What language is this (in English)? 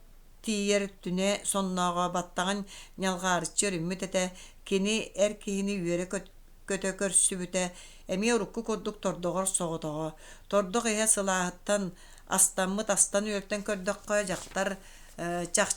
Yakut